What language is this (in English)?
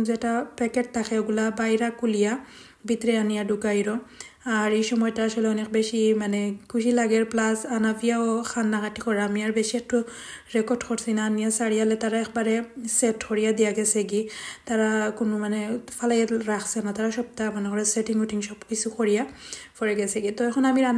Sylheti